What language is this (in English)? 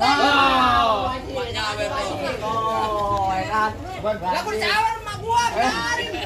Betawi